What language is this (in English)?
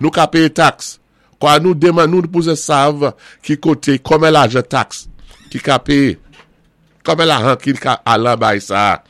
Saint Lucian Creole French